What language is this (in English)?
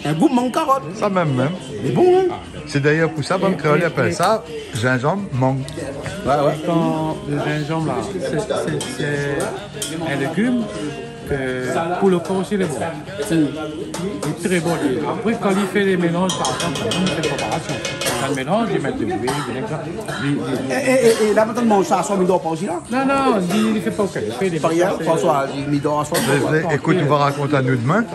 Réunion Creole French